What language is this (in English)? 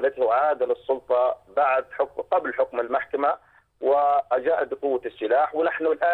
Arabic